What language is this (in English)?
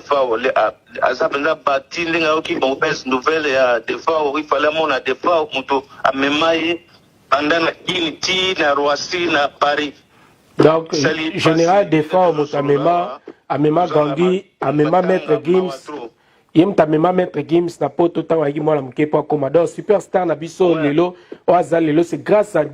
Lingala